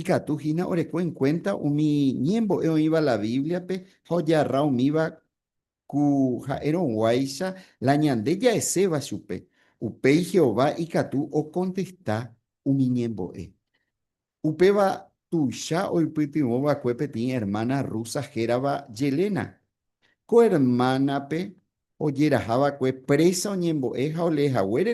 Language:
Guarani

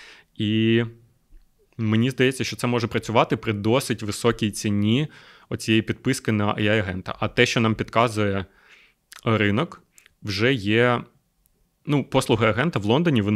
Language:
Ukrainian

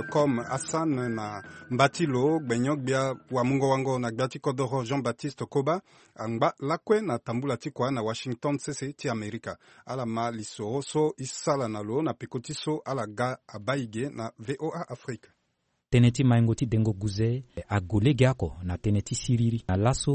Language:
Sango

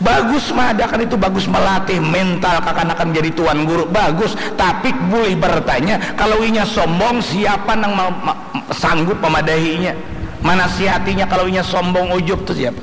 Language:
Banjar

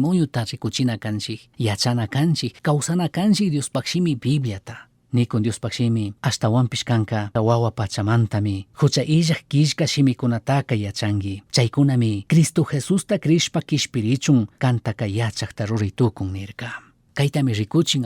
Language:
Chimborazo Highland Quichua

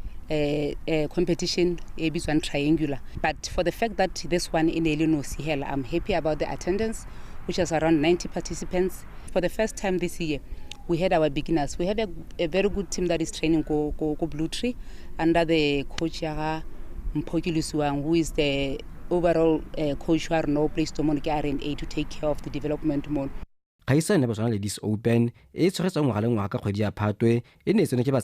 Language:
Tswana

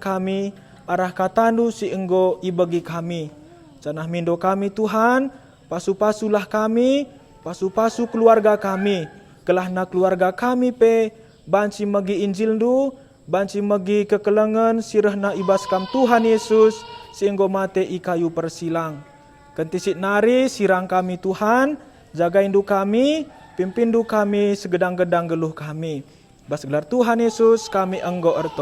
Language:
Batak Karo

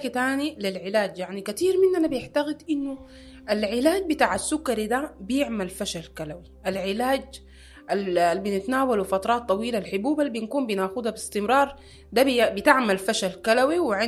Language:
Sudanese Arabic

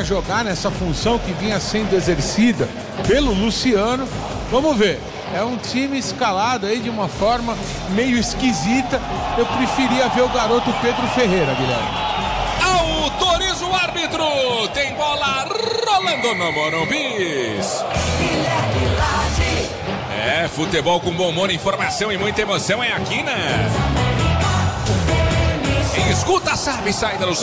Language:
Portuguese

